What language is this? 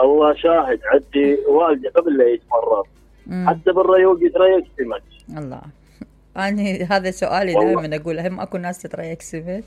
Mesopotamian Arabic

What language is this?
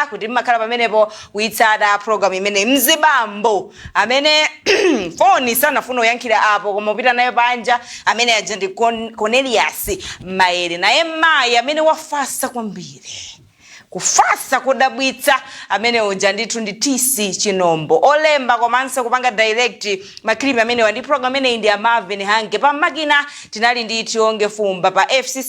Nyanja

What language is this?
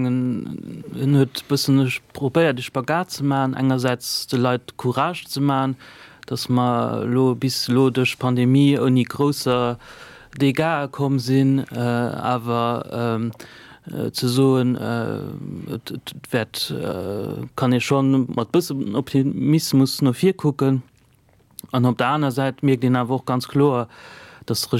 Luxembourgish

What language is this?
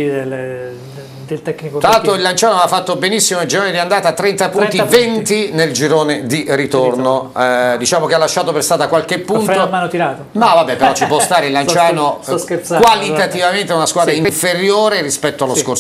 Italian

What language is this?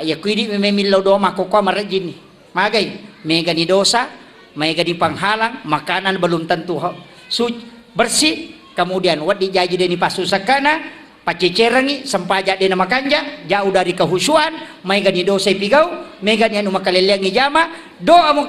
Buginese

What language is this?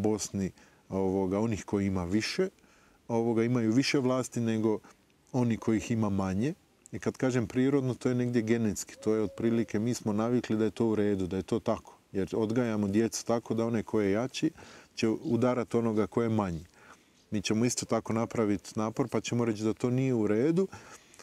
Bosnian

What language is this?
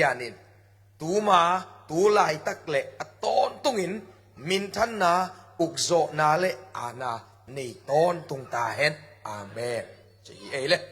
Tedim Chin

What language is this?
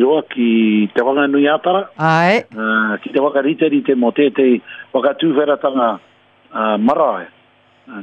Māori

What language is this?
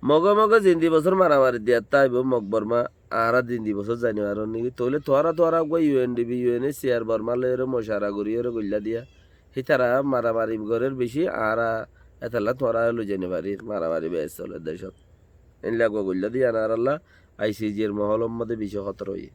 Rohingya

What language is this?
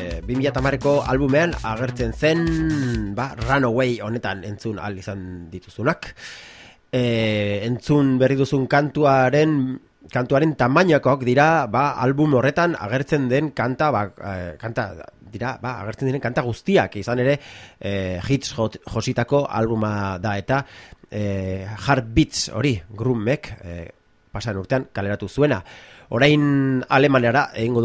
Basque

